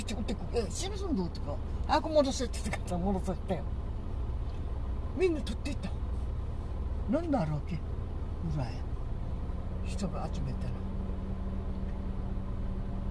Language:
Japanese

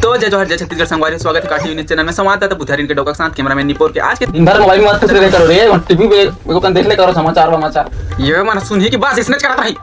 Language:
Chhattisgarhi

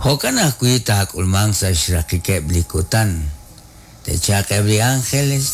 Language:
Kekchí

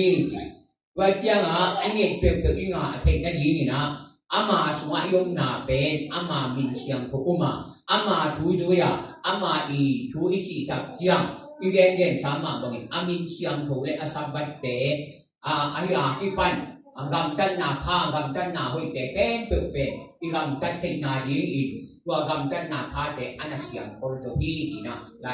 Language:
Tedim Chin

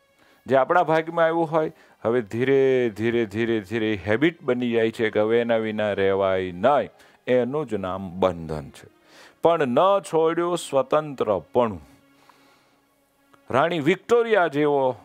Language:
Gujarati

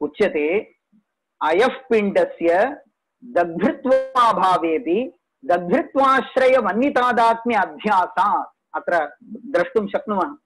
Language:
Sanskrit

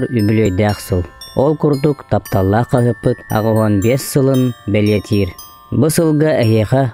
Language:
Yakut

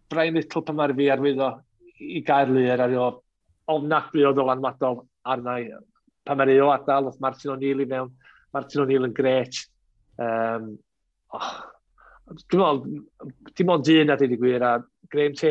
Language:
Welsh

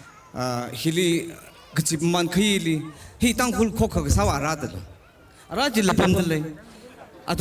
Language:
Tangkhul Naga (India)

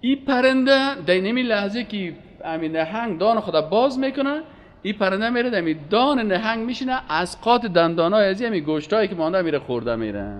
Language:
Persian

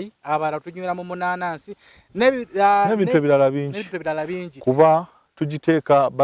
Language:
Ganda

